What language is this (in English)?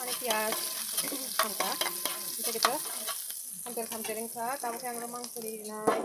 Kok Borok